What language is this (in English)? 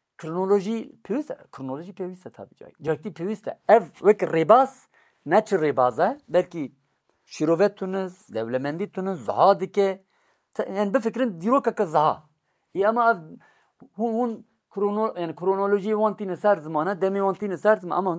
Kurdish